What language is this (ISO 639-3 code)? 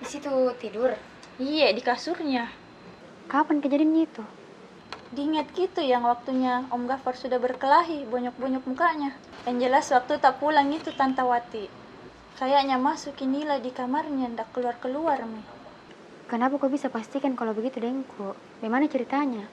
mfp